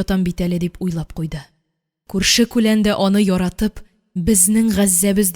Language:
Tatar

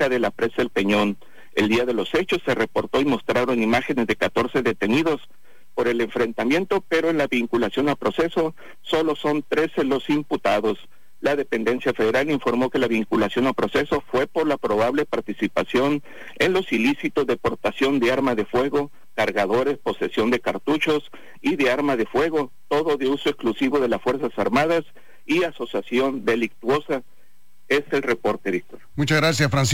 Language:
Spanish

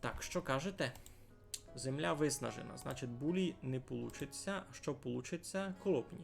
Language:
Rusyn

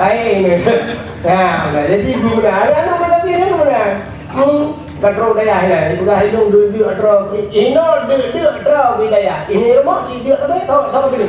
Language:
Achinese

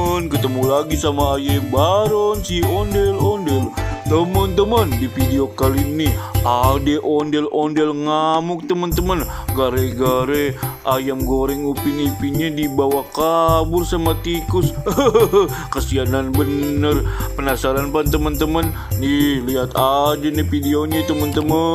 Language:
Betawi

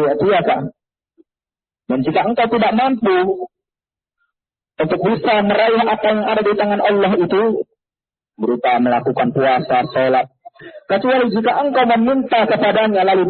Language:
Indonesian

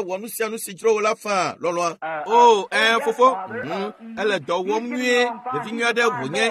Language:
Ewe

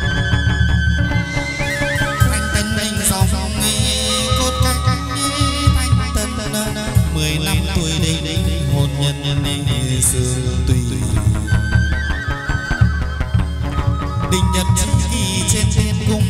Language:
Vietnamese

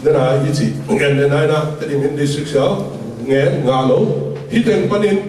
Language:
Tedim Chin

